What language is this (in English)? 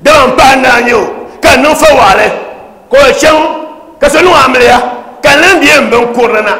Dagbani